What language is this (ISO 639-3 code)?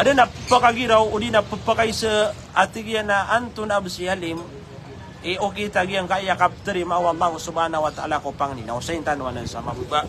mrw